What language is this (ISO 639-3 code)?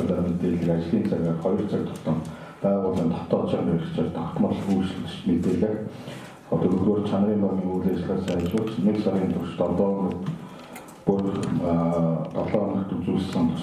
mon